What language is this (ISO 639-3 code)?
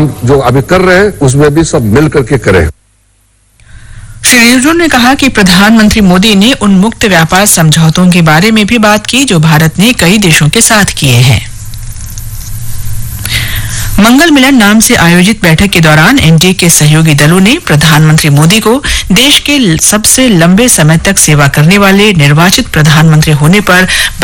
hin